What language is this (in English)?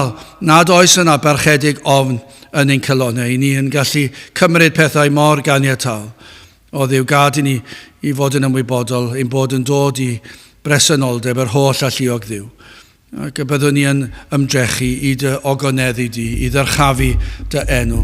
Welsh